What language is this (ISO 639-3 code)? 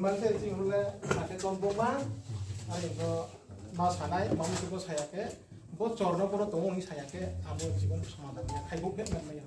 ria